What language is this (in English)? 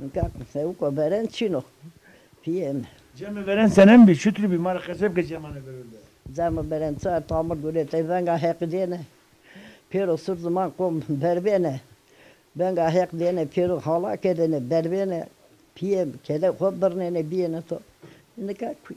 Zaza